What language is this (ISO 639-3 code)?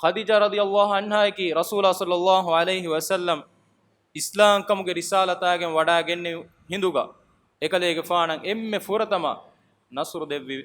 div